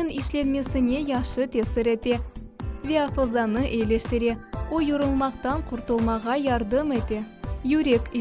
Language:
Crimean Tatar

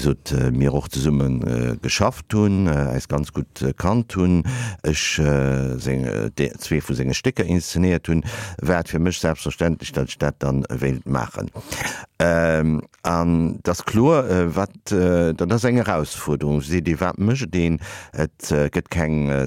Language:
Luxembourgish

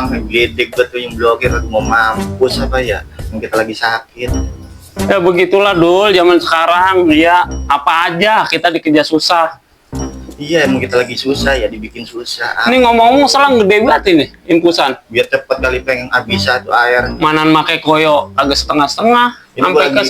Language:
Betawi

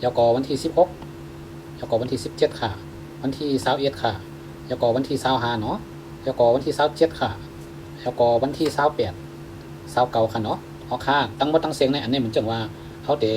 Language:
Shan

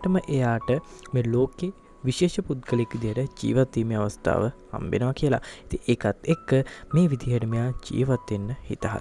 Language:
Sinhala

